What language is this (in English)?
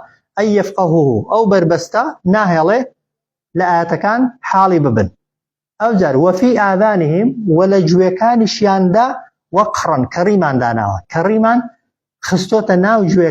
Central Kurdish